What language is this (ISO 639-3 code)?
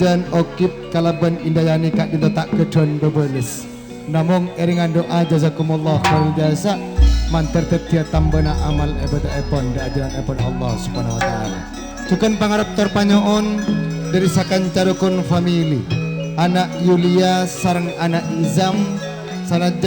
mad